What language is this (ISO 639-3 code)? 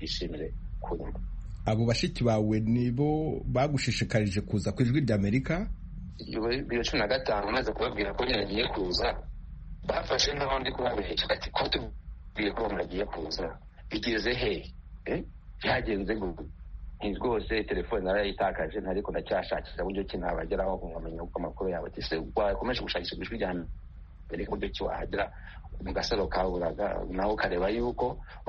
kin